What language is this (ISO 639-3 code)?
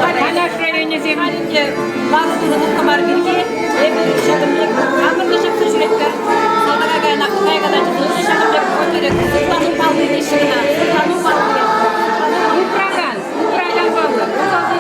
chv